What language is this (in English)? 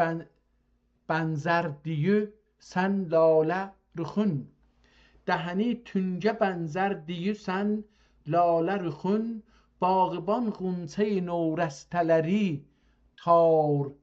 South Azerbaijani